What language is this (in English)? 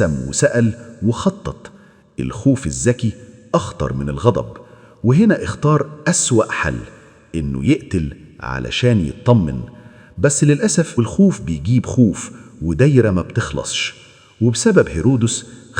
Egyptian Arabic